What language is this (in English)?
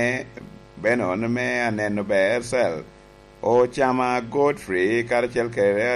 Lango (Uganda)